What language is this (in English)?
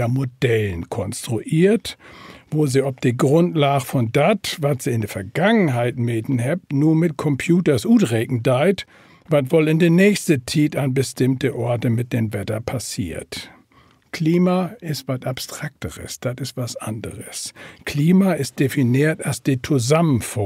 Low German